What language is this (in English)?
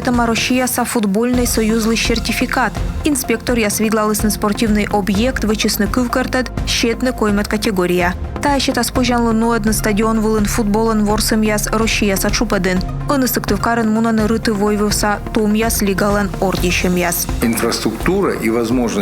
Komi